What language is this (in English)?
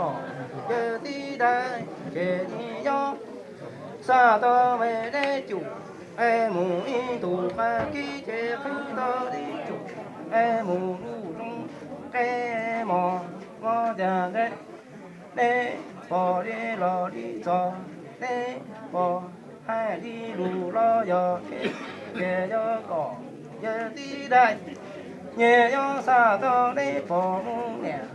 Hmong